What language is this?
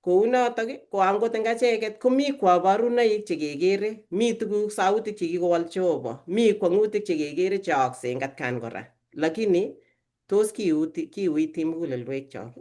Kalenjin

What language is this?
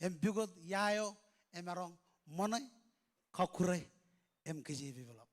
Marshallese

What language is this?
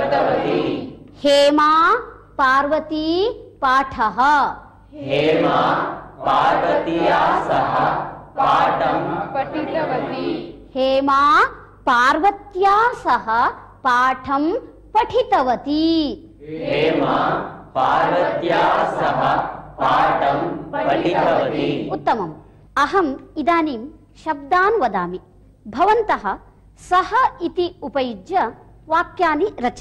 Sanskrit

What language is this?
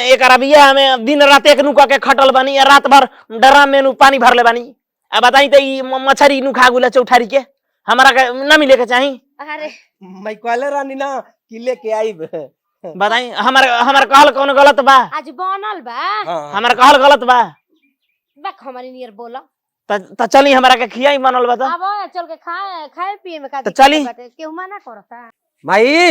Bhojpuri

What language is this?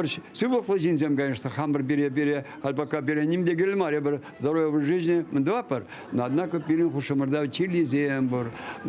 Chuvash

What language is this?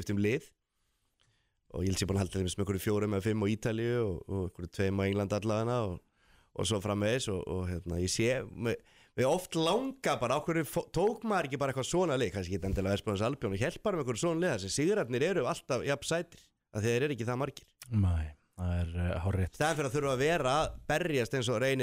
Icelandic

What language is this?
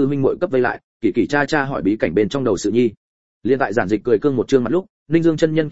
Vietnamese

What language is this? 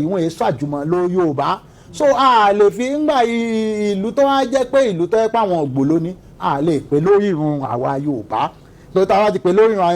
Yoruba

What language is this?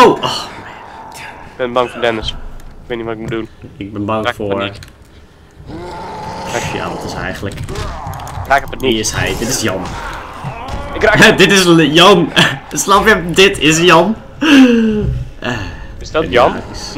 Dutch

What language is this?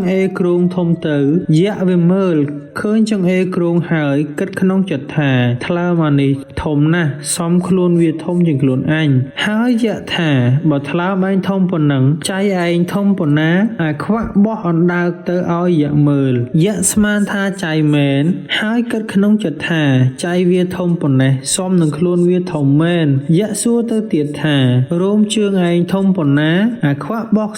Khmer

